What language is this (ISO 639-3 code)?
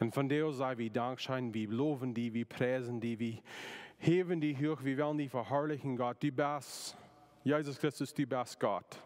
pdt